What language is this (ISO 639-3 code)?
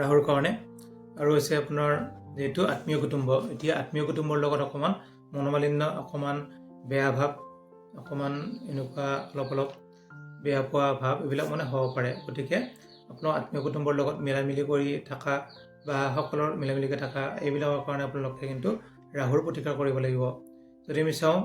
asm